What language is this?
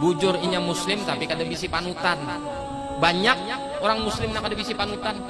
Banjar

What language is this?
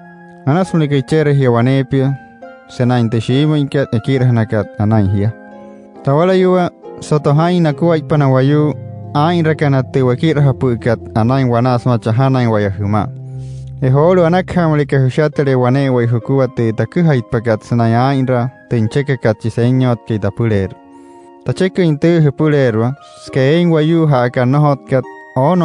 Wayuu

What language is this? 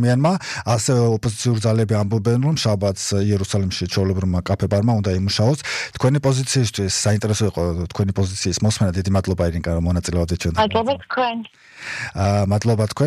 Georgian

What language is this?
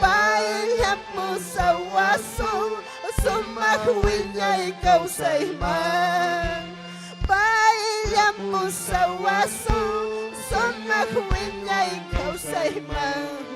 Ayacucho Quechua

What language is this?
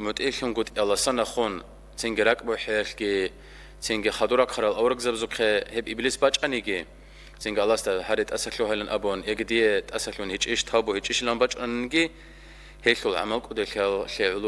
Avaric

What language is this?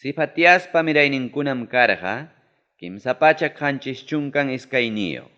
Ayacucho Quechua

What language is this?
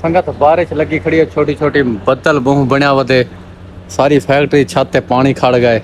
Saraiki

